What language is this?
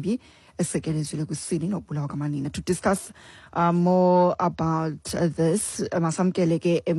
Xhosa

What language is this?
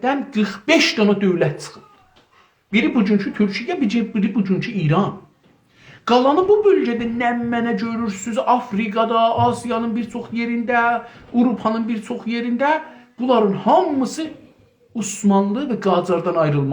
South Azerbaijani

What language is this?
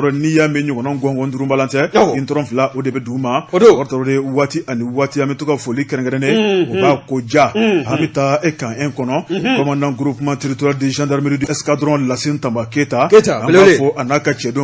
Bambara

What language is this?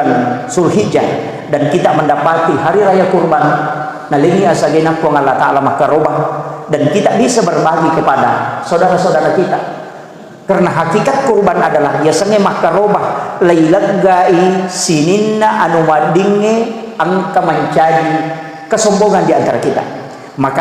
Buginese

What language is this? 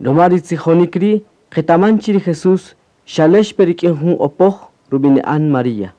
Kaqchikel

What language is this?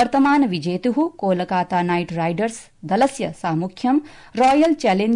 Sanskrit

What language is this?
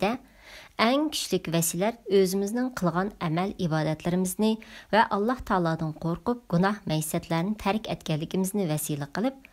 Uyghur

